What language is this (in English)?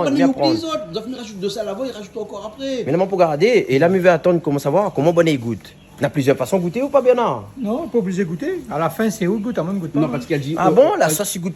Réunion Creole French